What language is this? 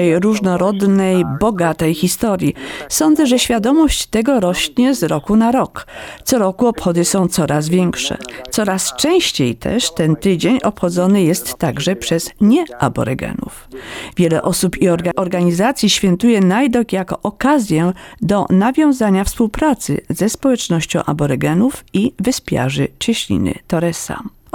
Polish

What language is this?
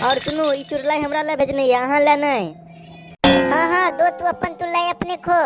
Maithili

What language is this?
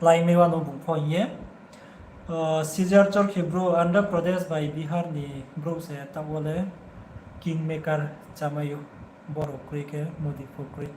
Riang (India)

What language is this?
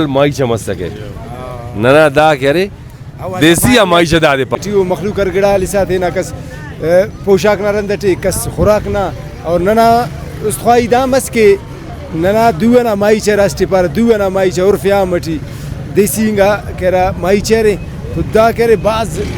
Brahui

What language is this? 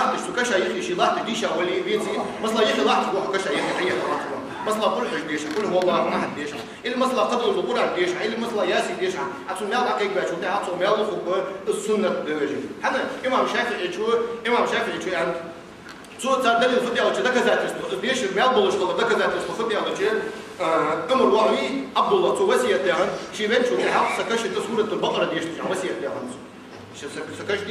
Ingush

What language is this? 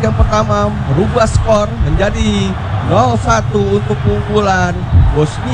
Indonesian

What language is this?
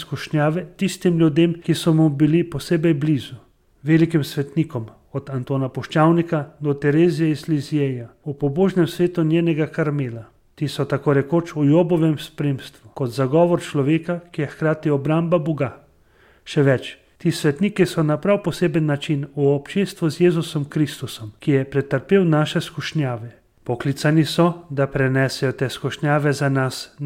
Slovenian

